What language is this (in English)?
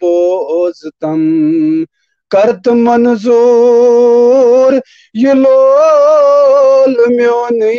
Kashmiri